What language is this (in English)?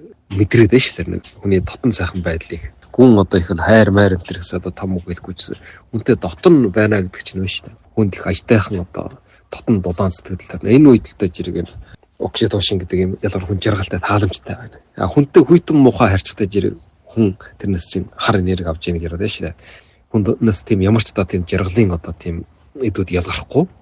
Mongolian